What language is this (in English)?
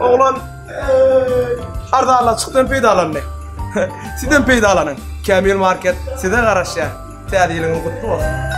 Turkmen